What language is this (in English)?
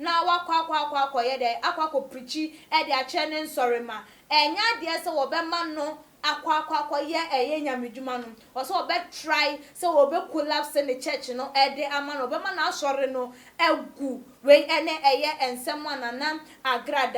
Akan